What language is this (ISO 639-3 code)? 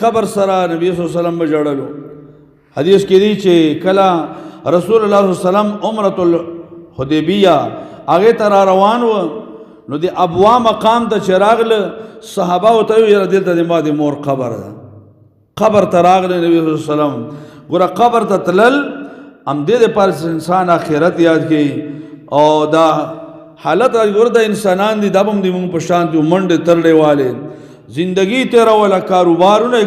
pus